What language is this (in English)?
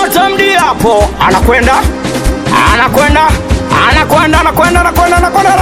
Swahili